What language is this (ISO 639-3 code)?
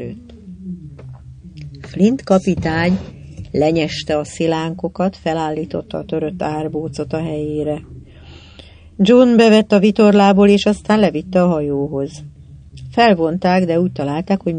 hun